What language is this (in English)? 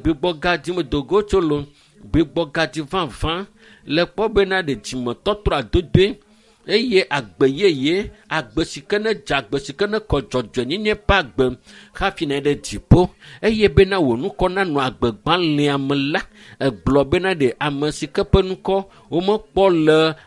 Ewe